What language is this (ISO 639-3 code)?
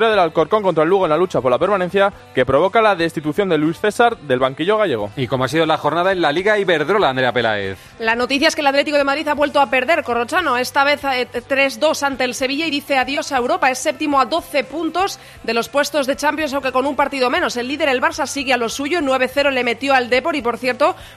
spa